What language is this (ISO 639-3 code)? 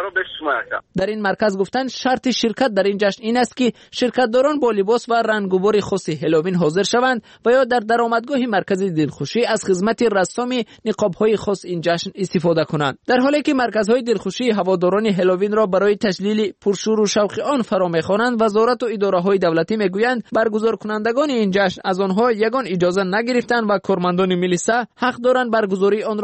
tgk